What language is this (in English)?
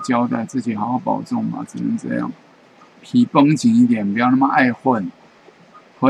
Chinese